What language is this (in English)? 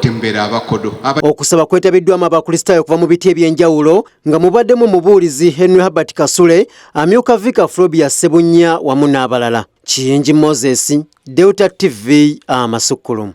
Ganda